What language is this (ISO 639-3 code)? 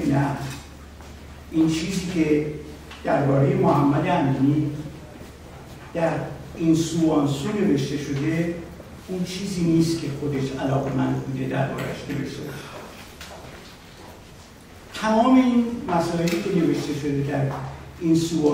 fas